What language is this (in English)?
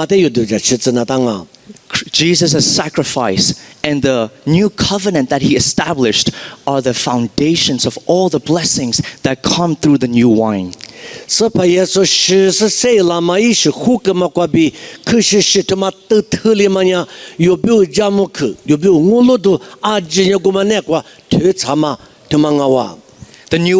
Lisu